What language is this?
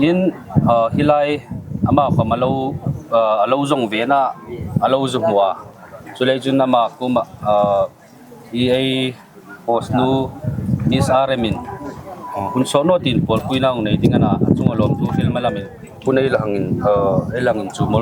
Hmar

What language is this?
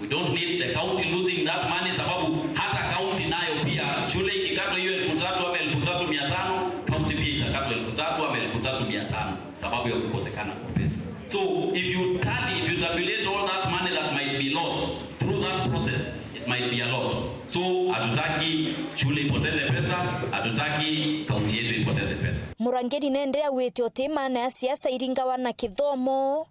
Meru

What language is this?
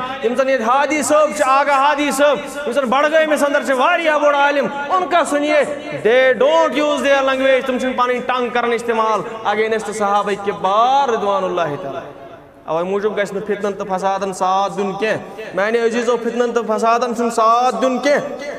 Kashmiri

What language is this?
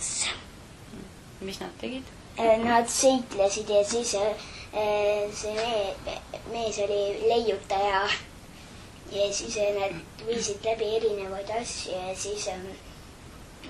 Estonian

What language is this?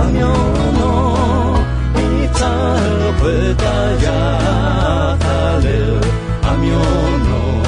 Akha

